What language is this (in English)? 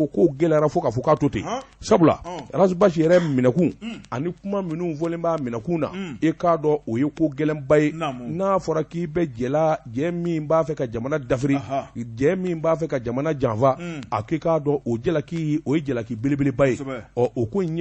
Bambara